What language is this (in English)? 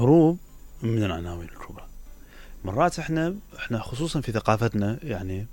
Mesopotamian Arabic